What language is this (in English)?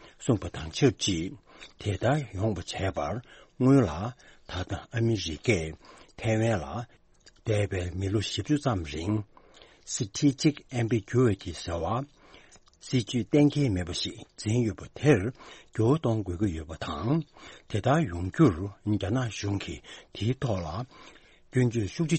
Tibetan